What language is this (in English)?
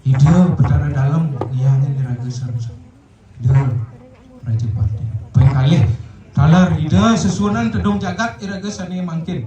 Balinese